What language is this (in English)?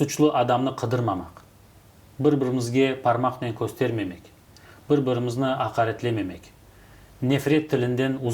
Crimean Tatar